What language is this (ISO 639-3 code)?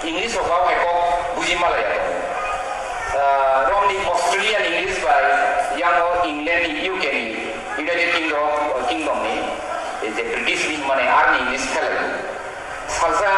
trp